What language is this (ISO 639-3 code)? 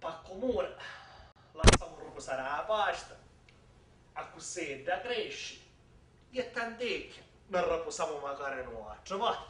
scn